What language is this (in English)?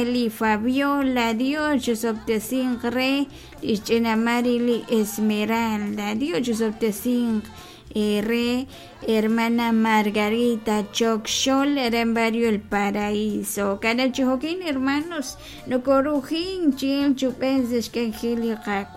Kekchí